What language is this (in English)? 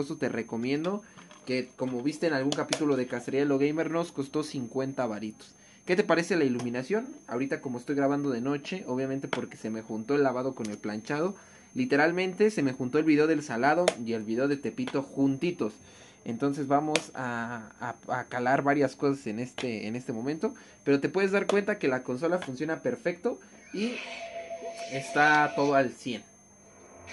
Spanish